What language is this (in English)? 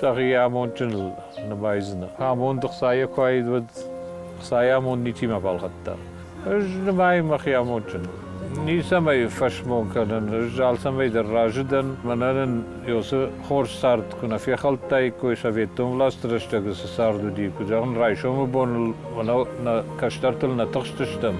Ossetic